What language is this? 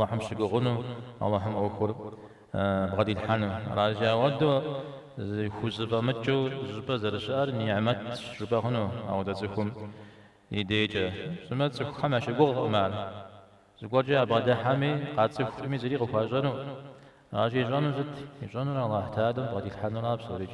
Kabardian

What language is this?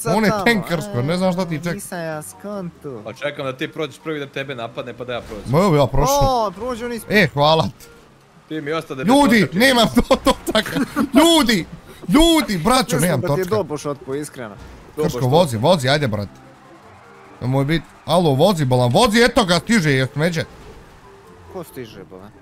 Bosnian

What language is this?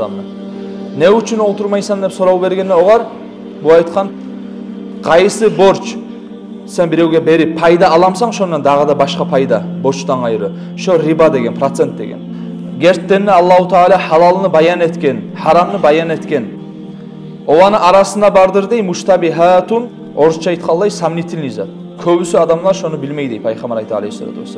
Kumyk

